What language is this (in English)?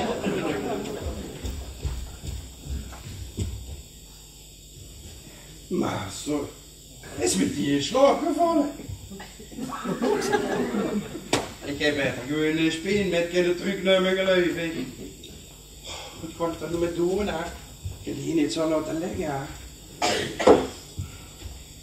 Dutch